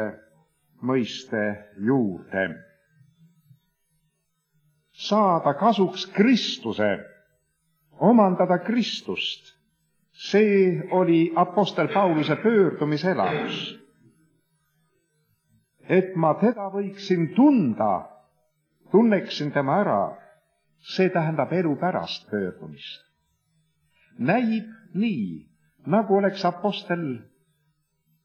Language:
Estonian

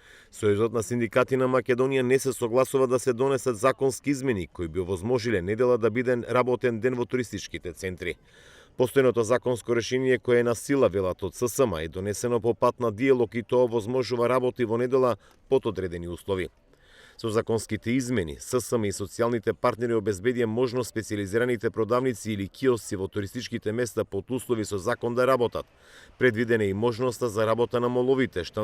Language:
Macedonian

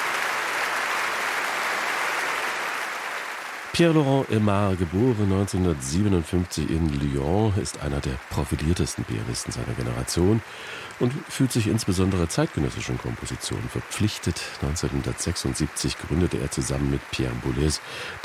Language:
German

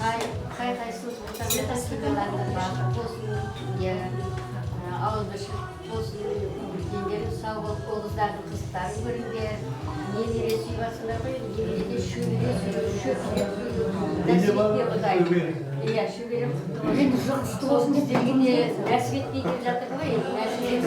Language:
Kara-Kalpak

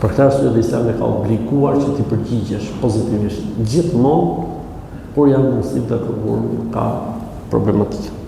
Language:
Albanian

